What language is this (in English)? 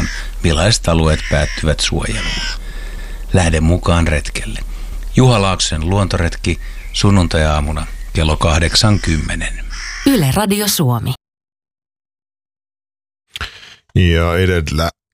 Finnish